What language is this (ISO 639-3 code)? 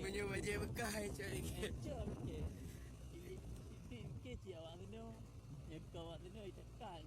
ace